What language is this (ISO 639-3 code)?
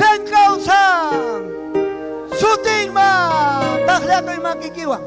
quy